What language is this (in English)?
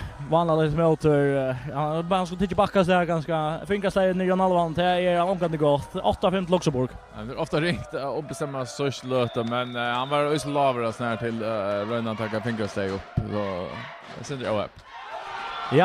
Faroese